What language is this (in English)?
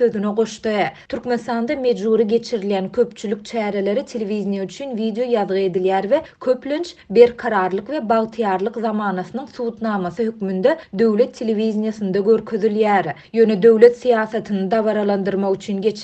Turkmen